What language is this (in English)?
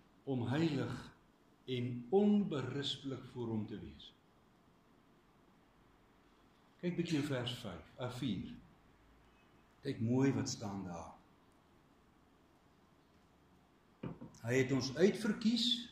Afrikaans